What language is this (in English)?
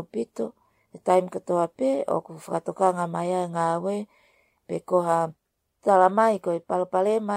Tongan